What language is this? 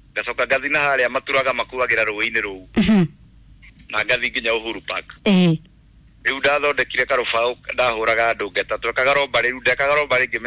Kikuyu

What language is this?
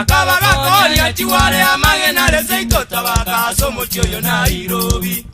Gusii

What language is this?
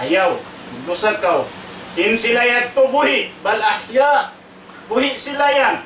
Tausug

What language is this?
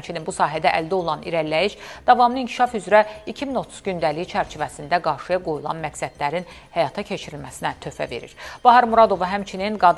Azerbaijani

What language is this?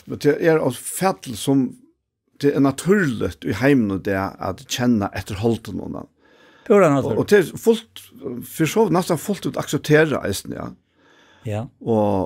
Faroese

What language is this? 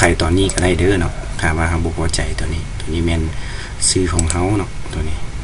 Lao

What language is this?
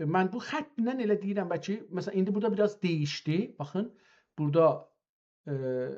South Azerbaijani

